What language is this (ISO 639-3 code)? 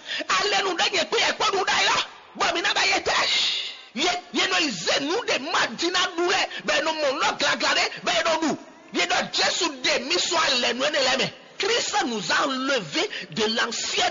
fon